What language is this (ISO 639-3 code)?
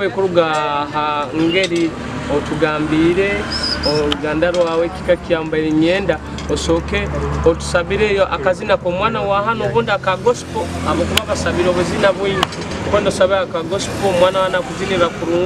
nyo